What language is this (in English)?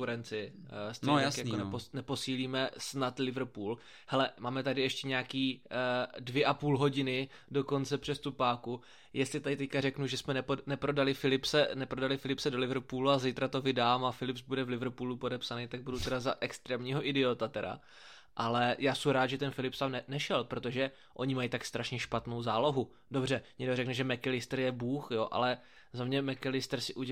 Czech